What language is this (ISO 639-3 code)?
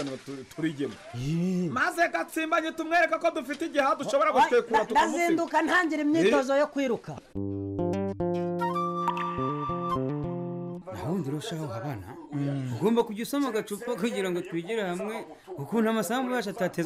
kin